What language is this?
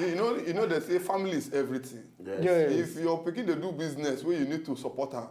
Nigerian Pidgin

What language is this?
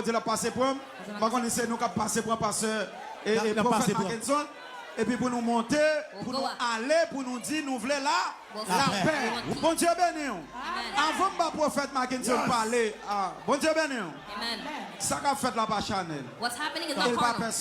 Haitian Creole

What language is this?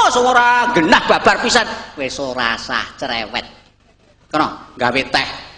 Javanese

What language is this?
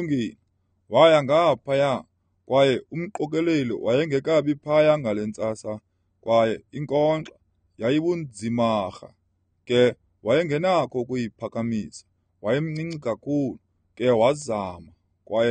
Xhosa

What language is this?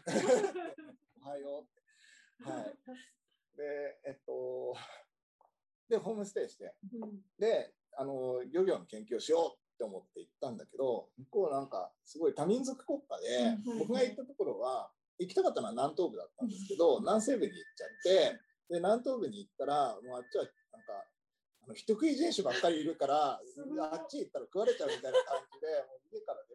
Japanese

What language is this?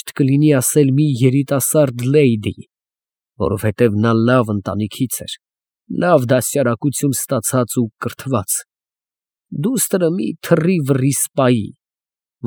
Armenian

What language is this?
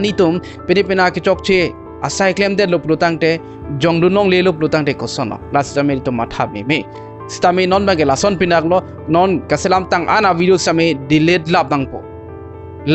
Karbi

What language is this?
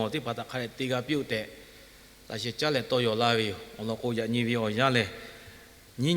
Lahu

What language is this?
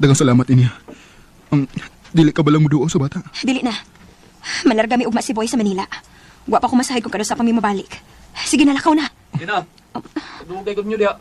Cebuano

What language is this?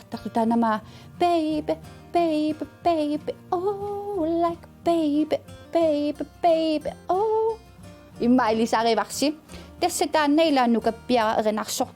Kalaallisut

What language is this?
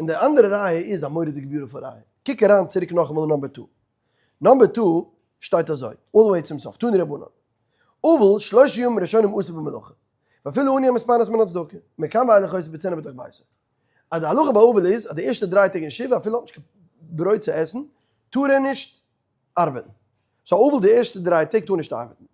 Yiddish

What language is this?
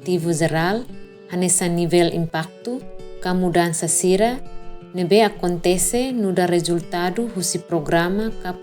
Tetum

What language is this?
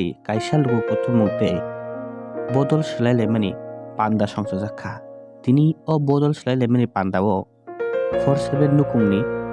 Kok Borok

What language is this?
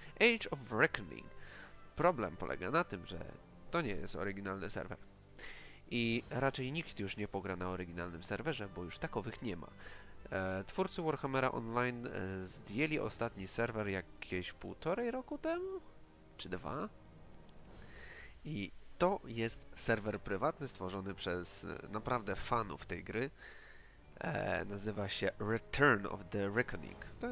Polish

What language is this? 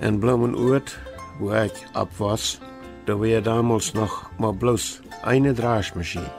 Plautdietsch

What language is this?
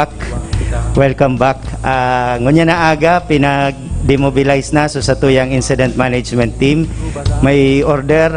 Bikol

